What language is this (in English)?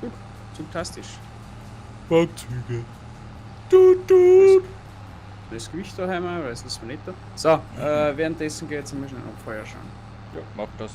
Bavarian